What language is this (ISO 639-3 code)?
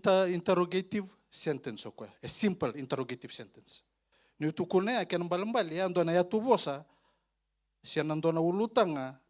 fij